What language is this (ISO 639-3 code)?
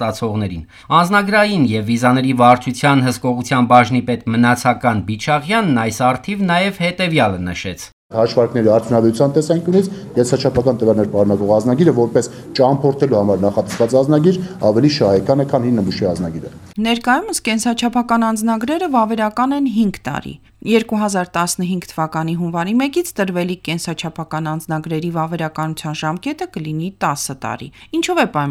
hye